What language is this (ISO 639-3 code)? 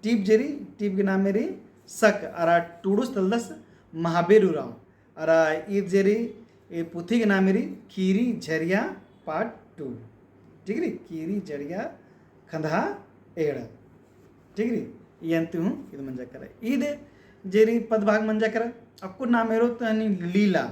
kru